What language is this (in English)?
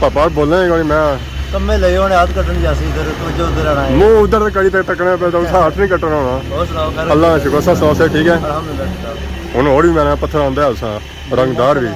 Pahari-Potwari